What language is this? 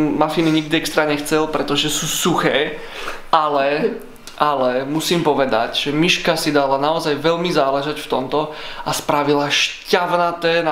Slovak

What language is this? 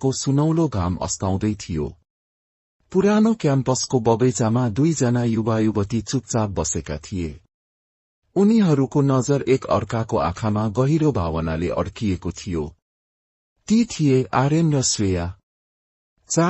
Nepali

